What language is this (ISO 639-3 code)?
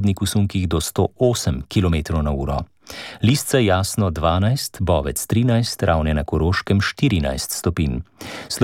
slv